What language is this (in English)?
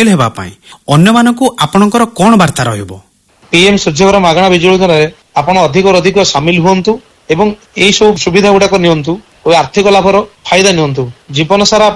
Odia